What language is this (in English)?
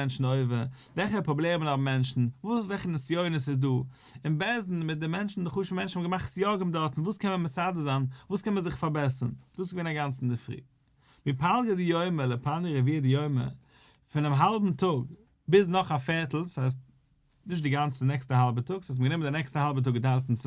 Yiddish